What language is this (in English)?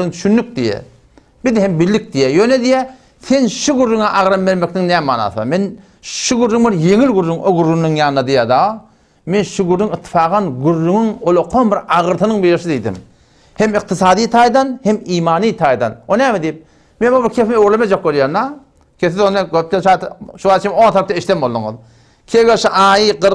Turkmen